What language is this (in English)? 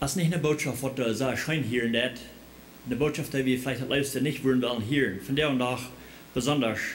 Plautdietsch